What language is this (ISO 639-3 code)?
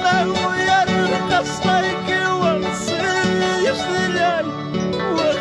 quy